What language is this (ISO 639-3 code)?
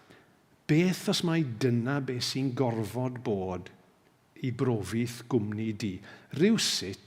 cym